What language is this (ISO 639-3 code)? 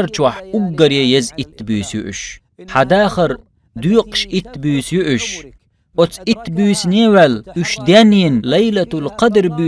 che